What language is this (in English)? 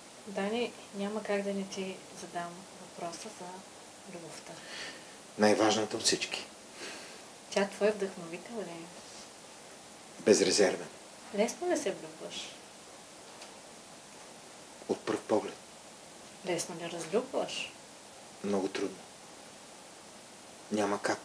Bulgarian